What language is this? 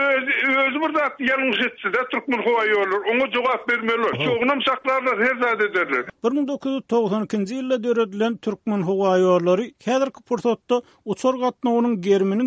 Turkmen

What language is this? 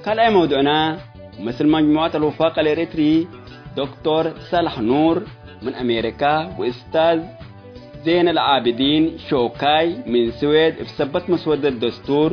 Tigre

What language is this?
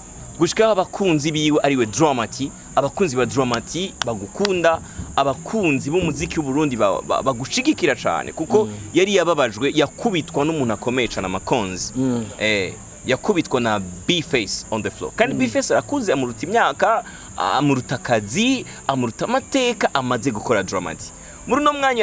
Rundi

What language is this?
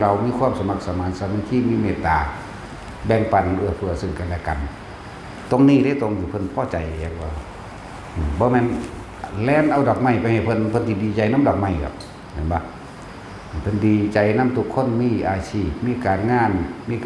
Northeastern Thai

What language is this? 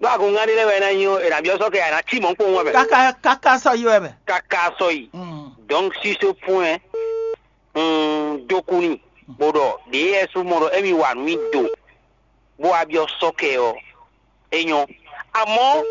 Fon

